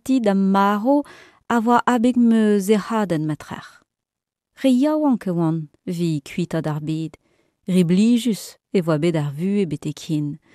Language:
Breton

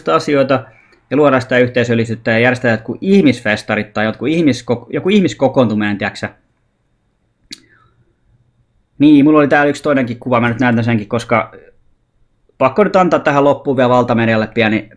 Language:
Finnish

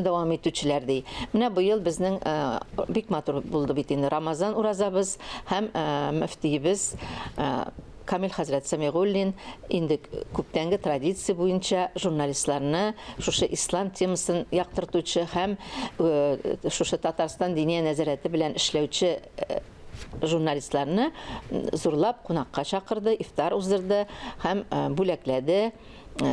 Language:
Tatar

